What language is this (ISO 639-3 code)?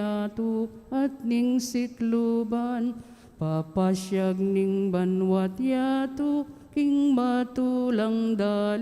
pam